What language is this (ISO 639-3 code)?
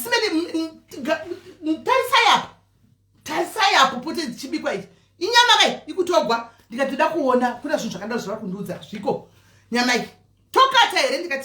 sna